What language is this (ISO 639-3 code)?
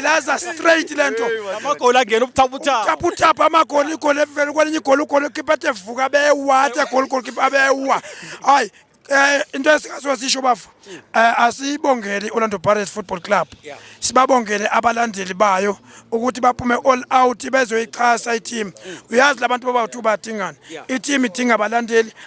zul